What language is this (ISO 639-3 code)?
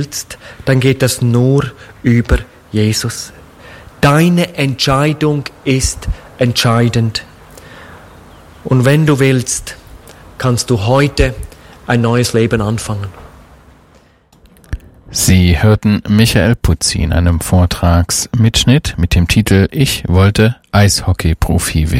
deu